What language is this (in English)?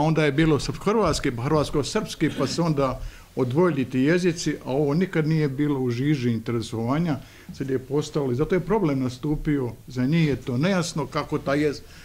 Bosnian